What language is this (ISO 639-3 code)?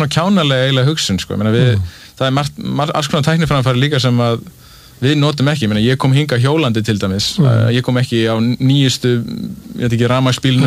isl